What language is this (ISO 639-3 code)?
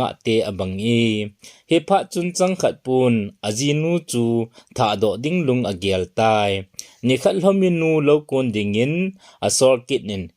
tcz